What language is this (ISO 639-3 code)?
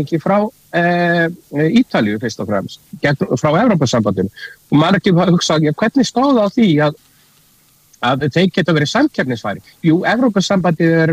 isl